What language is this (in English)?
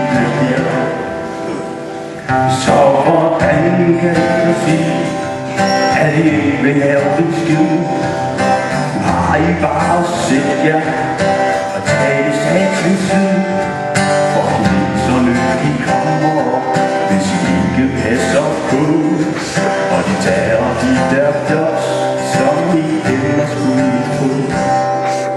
Danish